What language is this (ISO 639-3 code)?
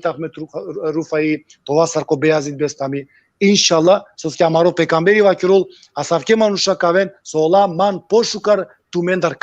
rmn